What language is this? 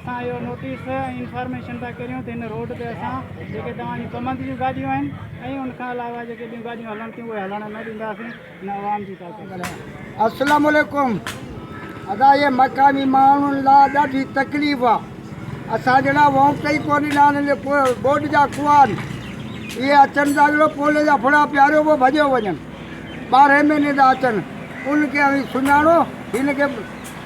Sindhi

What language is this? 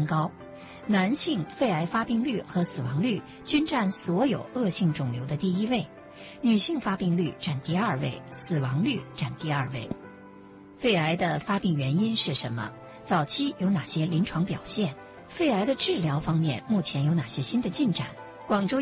Chinese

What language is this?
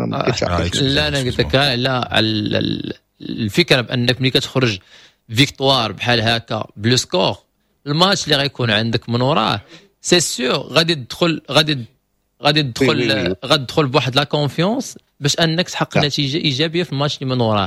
Moroccan Arabic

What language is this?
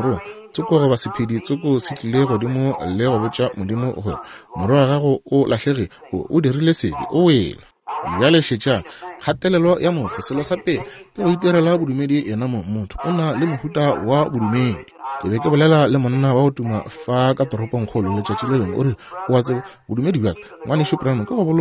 Northern Sotho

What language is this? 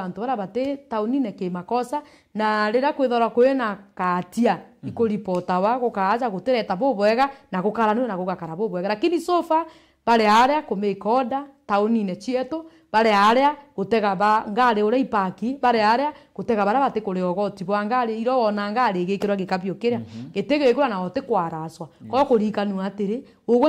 Meru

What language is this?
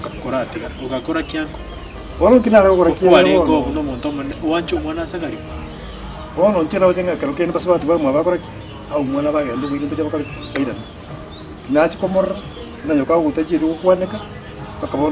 Gusii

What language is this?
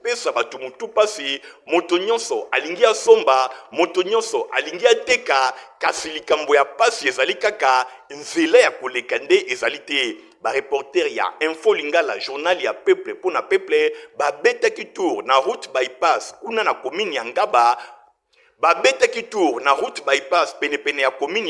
Lingala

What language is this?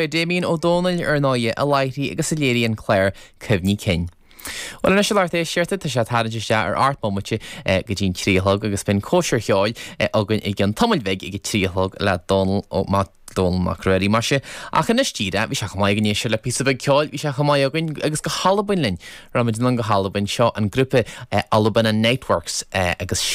Irish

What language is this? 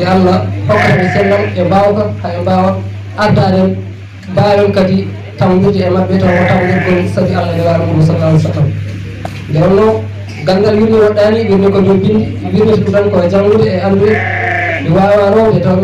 Fula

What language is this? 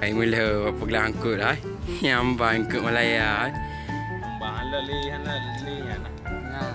Achinese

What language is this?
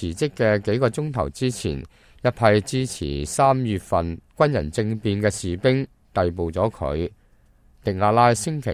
Cantonese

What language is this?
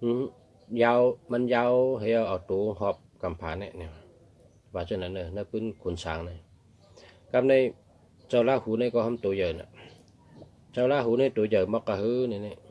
Shan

